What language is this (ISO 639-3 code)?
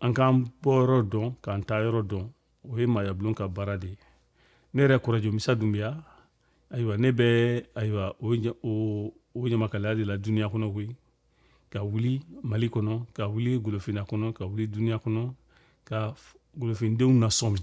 bam